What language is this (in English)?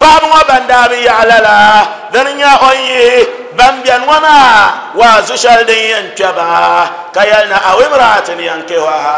Dagbani